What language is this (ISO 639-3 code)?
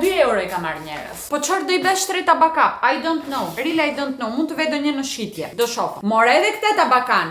sqi